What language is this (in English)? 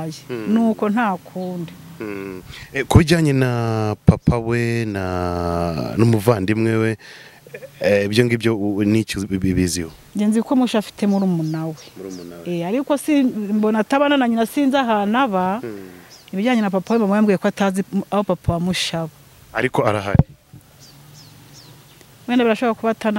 Kinyarwanda